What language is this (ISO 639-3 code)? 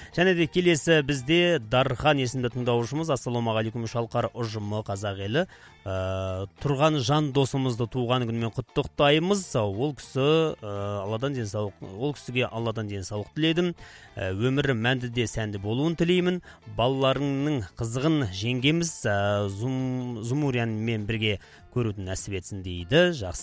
kaz